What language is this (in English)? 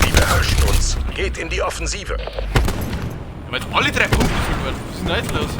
Bavarian